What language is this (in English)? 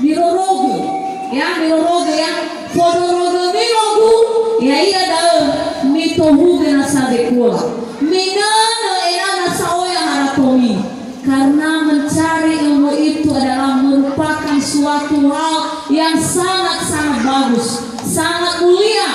Nias